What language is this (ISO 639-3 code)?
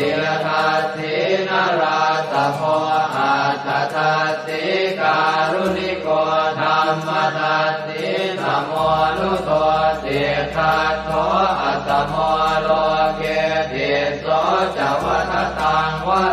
pli